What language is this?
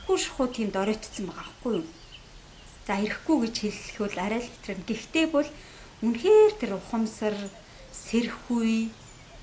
Mongolian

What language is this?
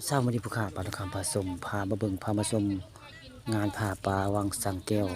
Northeastern Thai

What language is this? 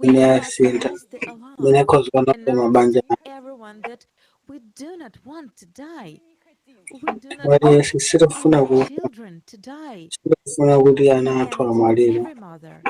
Nyanja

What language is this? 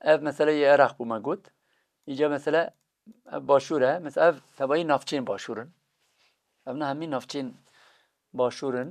Kurdish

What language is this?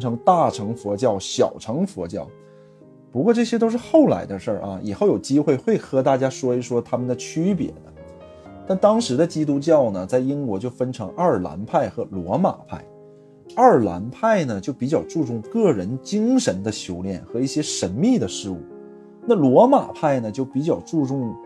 Chinese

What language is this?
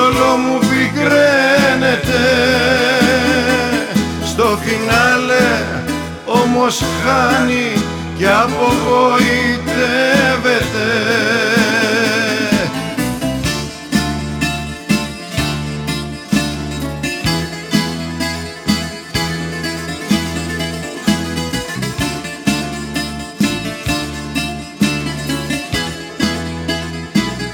Greek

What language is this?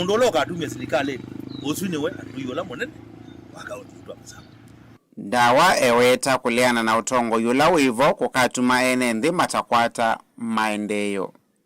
Kamba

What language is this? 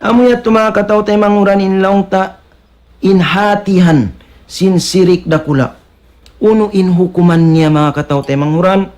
Tausug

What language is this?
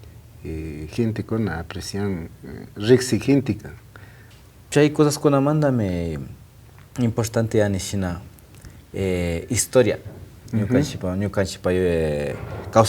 Imbabura Highland Quichua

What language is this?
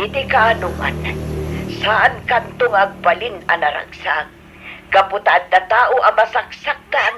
Iloko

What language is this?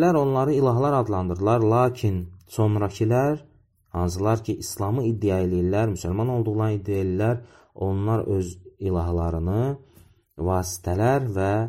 Azerbaijani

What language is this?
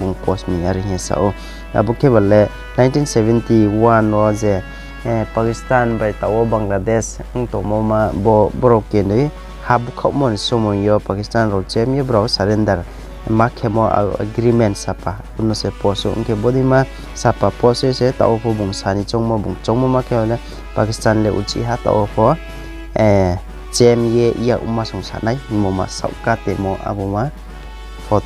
Riang (India)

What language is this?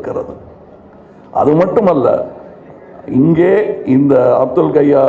Tamil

